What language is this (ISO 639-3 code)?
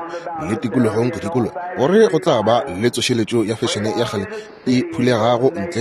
nso